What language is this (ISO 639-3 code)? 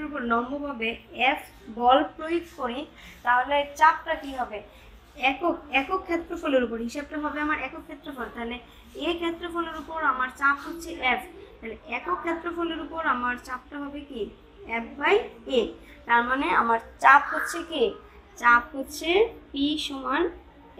ben